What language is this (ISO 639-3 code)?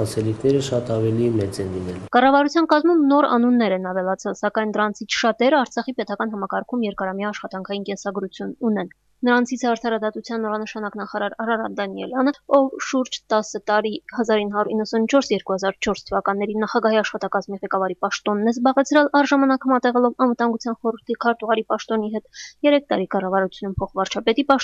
hye